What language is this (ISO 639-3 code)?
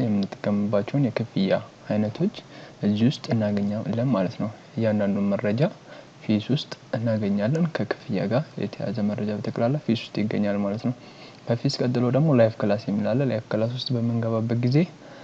amh